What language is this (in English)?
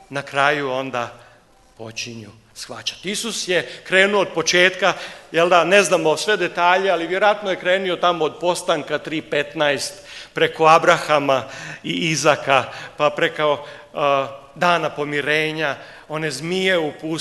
Croatian